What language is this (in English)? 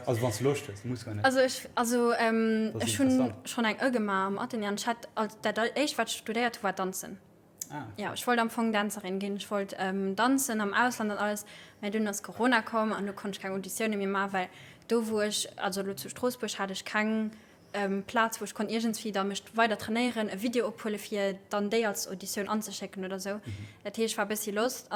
Luxembourgish